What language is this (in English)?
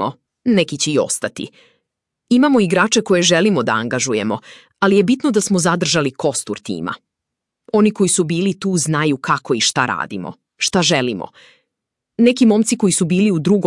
Serbian